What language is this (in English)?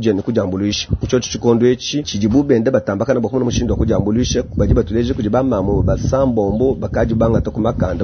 Luba-Lulua